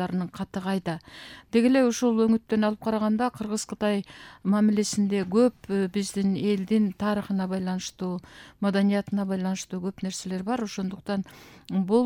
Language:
Kyrgyz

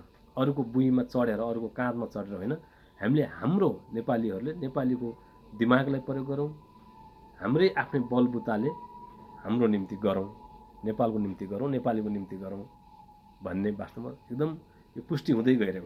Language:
Nepali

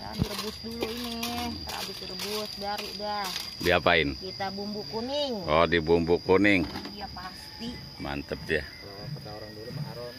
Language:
Betawi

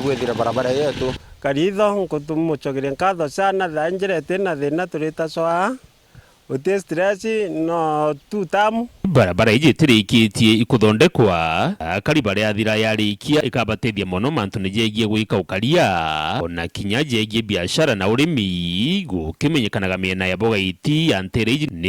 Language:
Meru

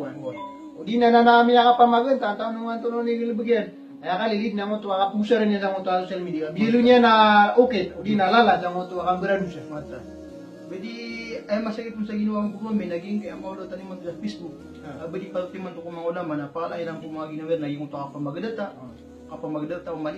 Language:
Maranao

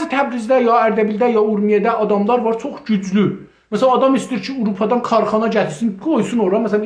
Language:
South Azerbaijani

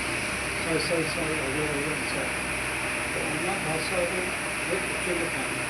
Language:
Santali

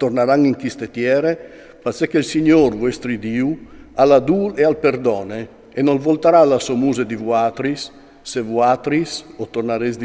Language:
Friulian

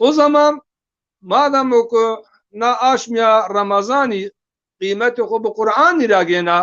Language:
Zaza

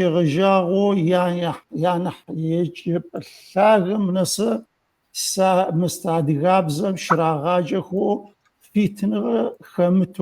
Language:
Adyghe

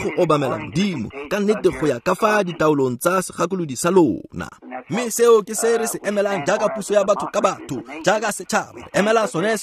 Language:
Tswana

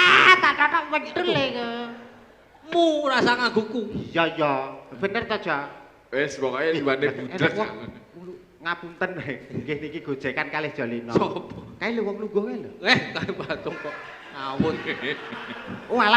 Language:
Javanese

